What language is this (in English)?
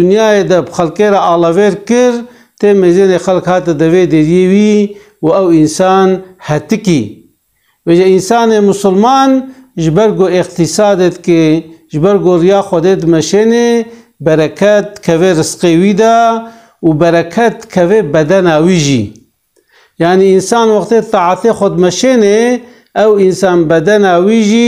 Kurdish